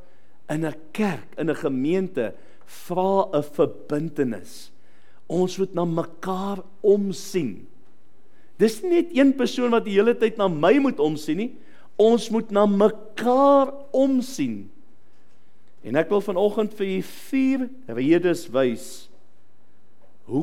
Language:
Afrikaans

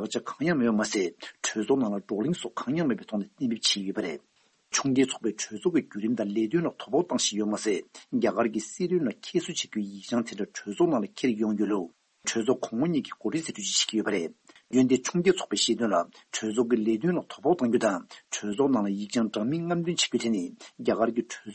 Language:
Tibetan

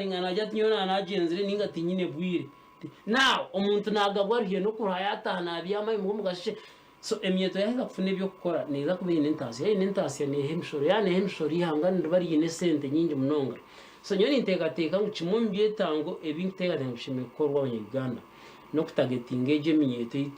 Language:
Nyankole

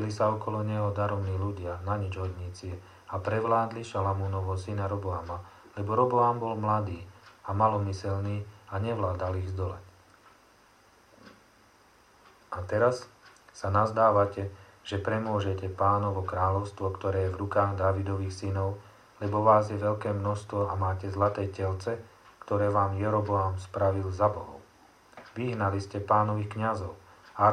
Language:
Slovak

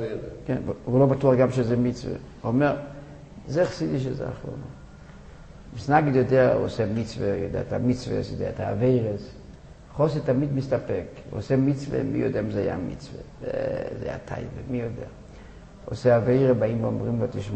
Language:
Hebrew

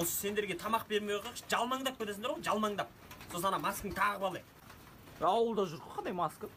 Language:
Kazakh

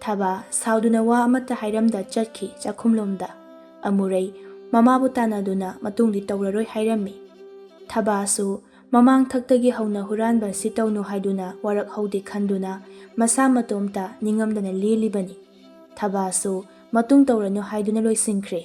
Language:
Manipuri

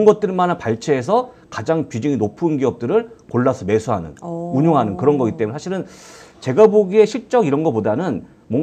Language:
Korean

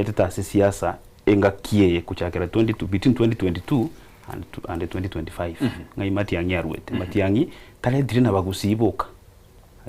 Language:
Gusii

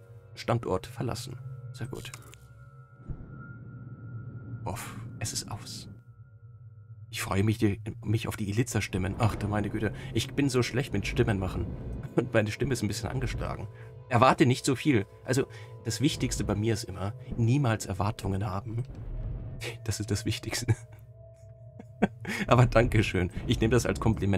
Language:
German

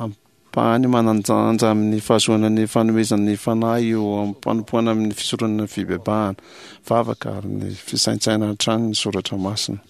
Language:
Malagasy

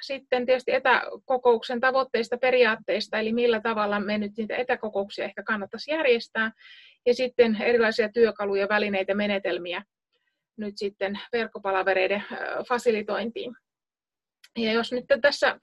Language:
Finnish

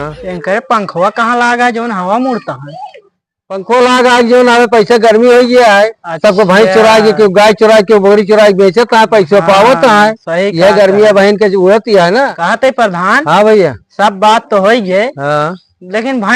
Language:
Awadhi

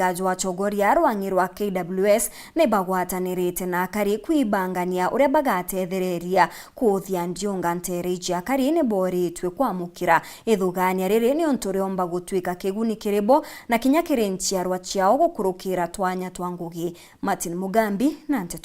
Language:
Meru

